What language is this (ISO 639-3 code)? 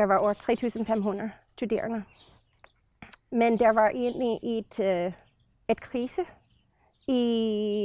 dan